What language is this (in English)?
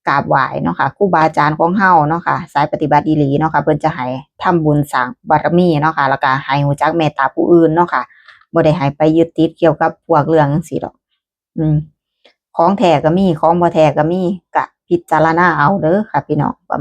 Northeastern Thai